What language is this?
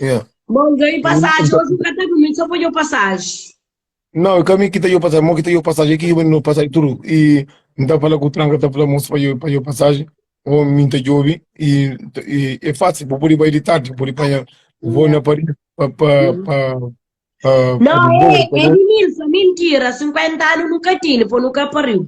Kabuverdianu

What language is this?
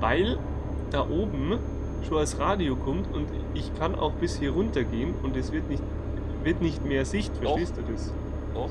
Bavarian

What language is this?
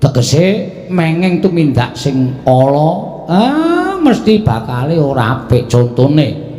Javanese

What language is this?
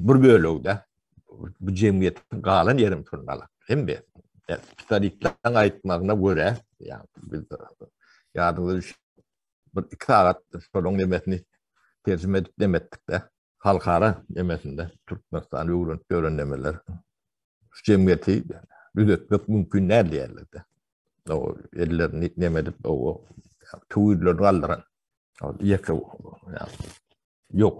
Turkmen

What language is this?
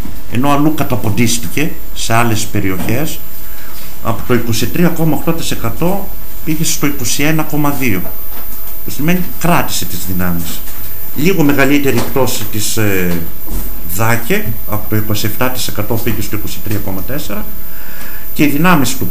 Greek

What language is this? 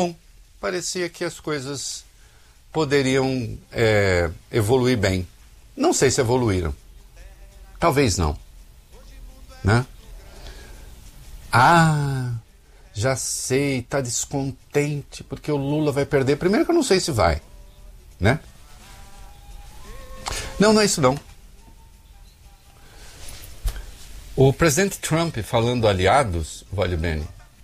Portuguese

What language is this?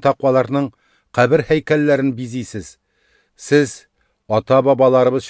Tatar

